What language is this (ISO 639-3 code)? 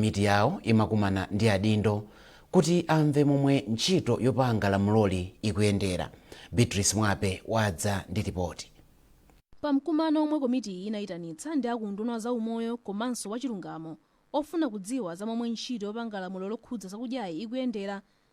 nya